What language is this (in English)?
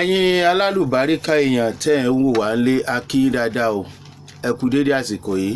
Yoruba